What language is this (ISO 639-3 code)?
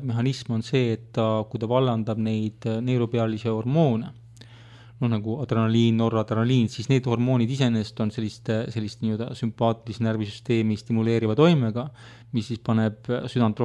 est